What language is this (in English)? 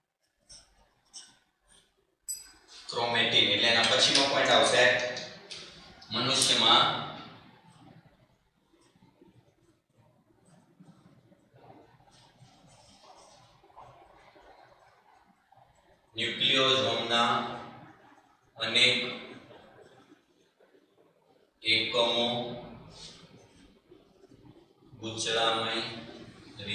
Gujarati